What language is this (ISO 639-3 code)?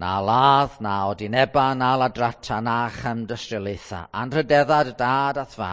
cym